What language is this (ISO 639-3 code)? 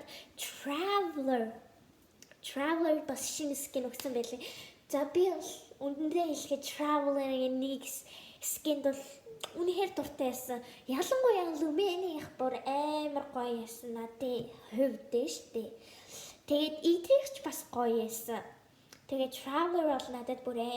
mon